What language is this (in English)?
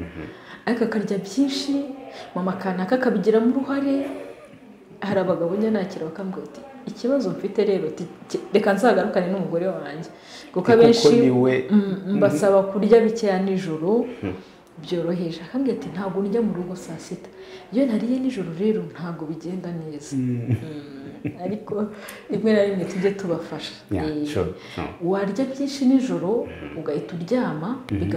Kinyarwanda